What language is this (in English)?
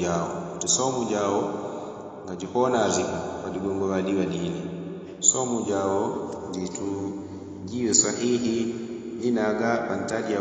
Yao